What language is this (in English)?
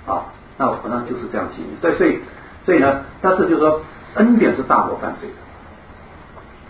Chinese